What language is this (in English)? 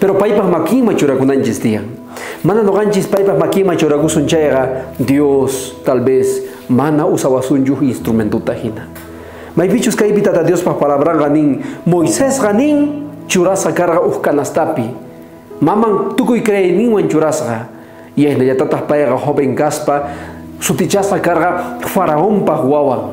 South Bolivian Quechua